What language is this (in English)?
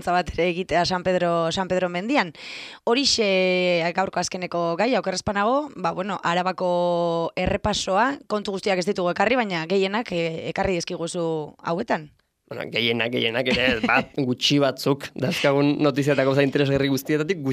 Basque